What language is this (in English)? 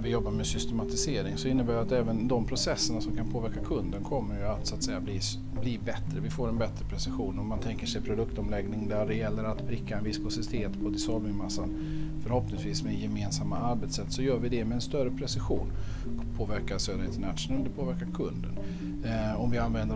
Swedish